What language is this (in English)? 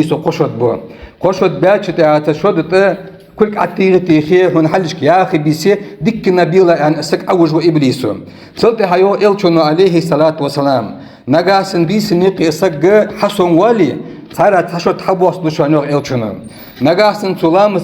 Ingush